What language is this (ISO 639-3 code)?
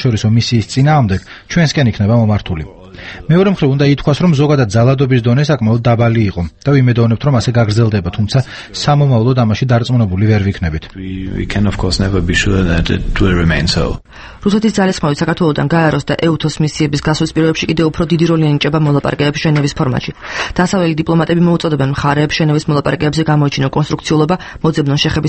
kat